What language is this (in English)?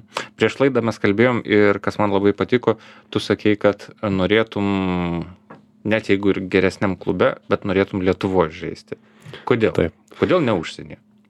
Lithuanian